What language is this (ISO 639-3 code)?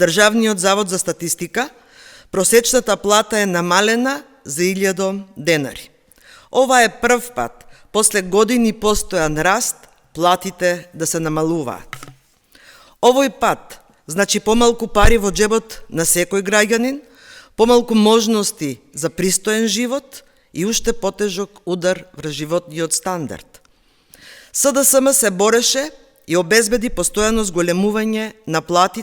mkd